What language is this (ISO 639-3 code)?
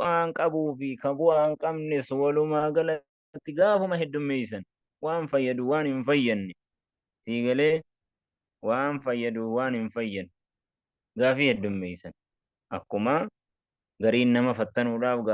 orm